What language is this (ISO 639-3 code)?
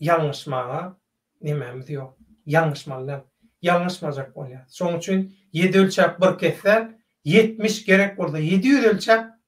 tuk